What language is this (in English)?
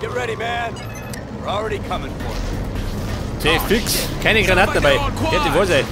Bavarian